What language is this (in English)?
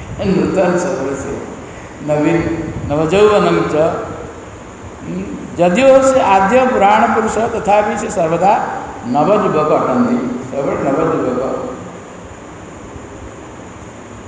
Odia